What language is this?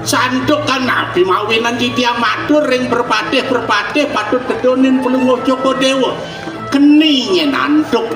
Balinese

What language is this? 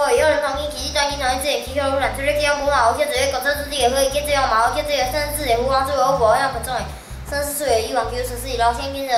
Literary Chinese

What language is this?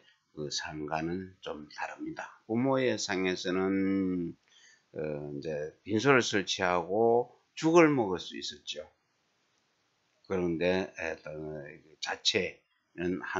Korean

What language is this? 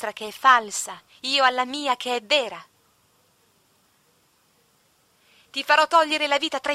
Italian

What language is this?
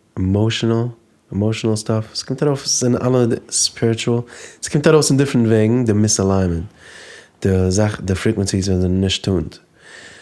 Yiddish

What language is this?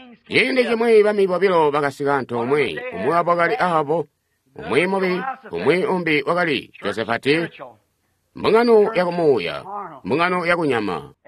Tonga (Zambia)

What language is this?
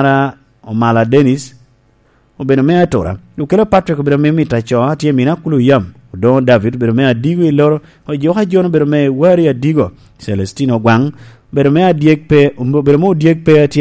Lango (Uganda)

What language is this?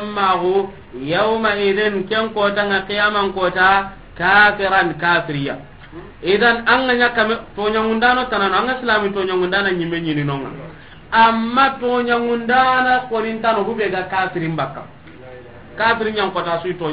Soninke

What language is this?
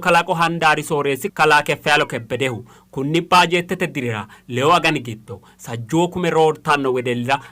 Sidamo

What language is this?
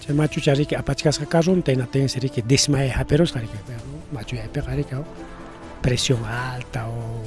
Ayacucho Quechua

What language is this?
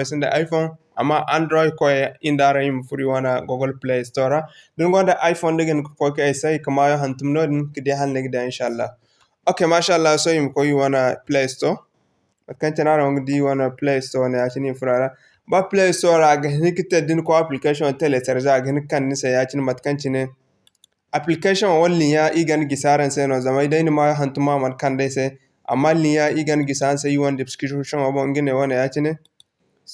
Zarma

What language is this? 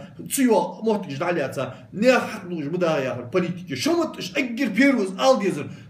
Ingush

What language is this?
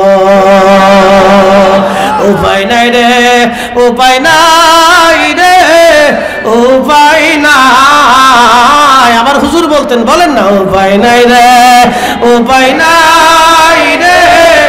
Bangla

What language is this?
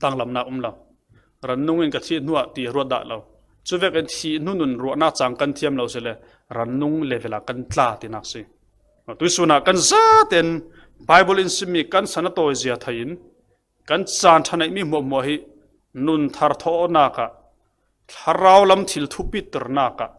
Falam Chin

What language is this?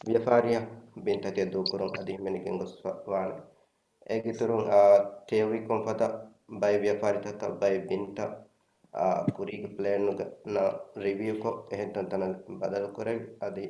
Divehi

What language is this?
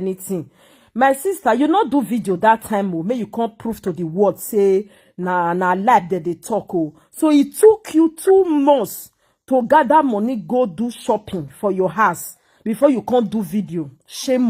Nigerian Pidgin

